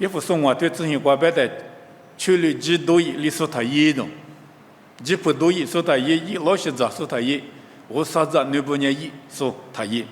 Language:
Lisu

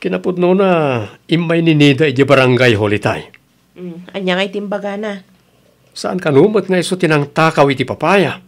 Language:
Iloko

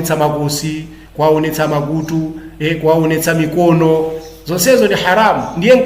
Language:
Nyanja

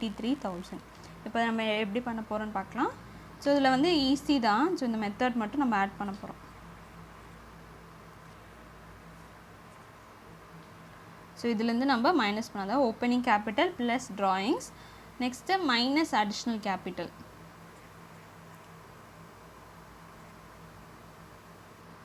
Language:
Tamil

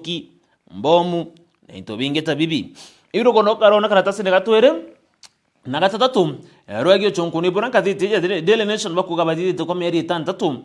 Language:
Meru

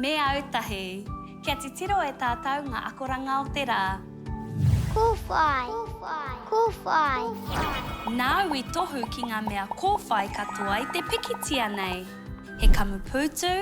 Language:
Māori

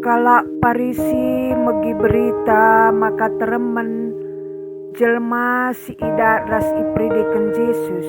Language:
Batak Karo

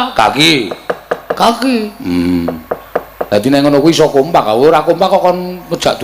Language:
Javanese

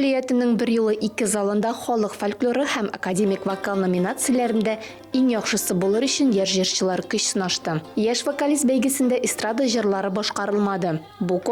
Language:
Tatar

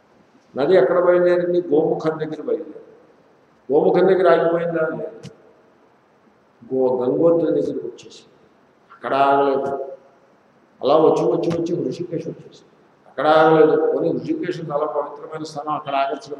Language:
Telugu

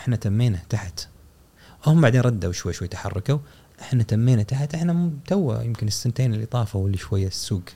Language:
Gulf Arabic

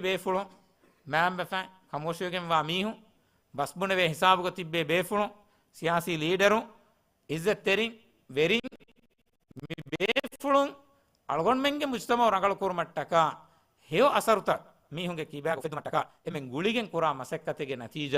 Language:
Divehi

